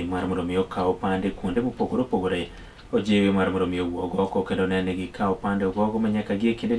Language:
Luo (Kenya and Tanzania)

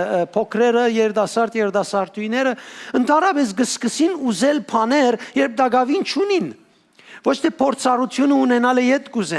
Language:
Western Armenian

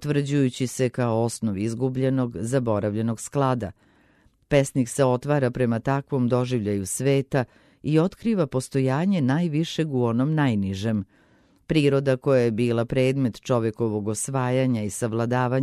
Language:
Serbian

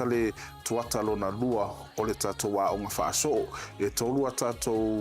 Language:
Samoan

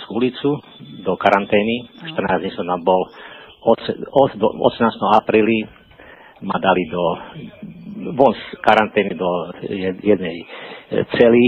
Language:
Slovak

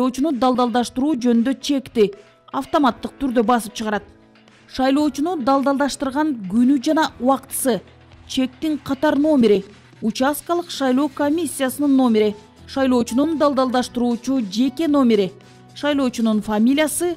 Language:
Kyrgyz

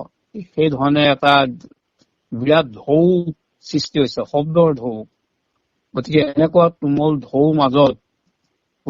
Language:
Assamese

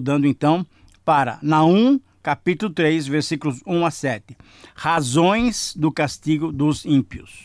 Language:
Portuguese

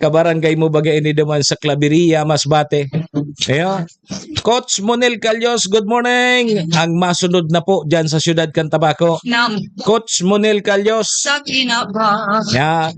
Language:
Bikol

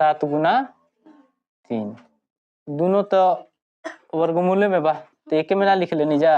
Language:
Bhojpuri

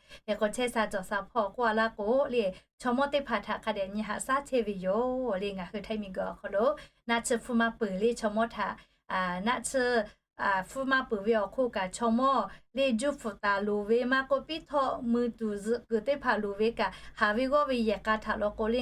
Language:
Lahu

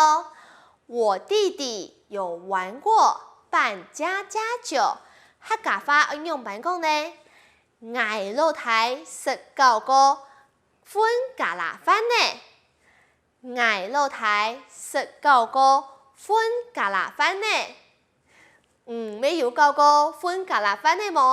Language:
Hakka Chinese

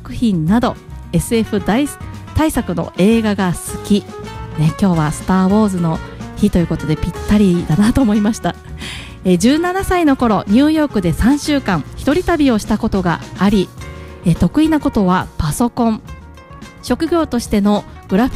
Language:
Japanese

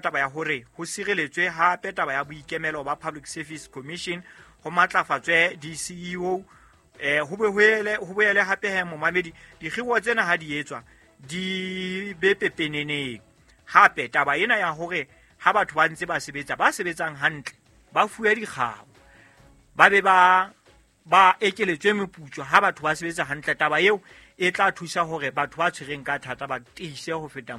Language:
Southern Sotho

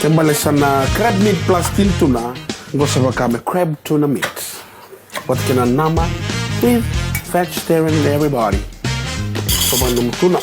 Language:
Fijian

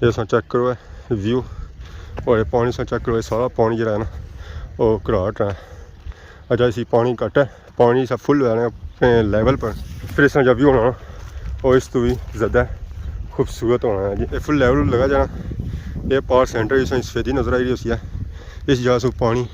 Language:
Pahari-Potwari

